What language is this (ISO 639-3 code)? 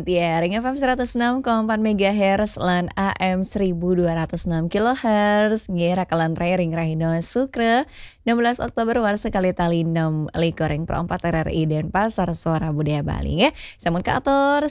ban